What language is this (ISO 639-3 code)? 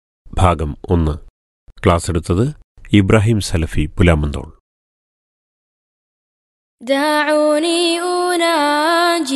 mal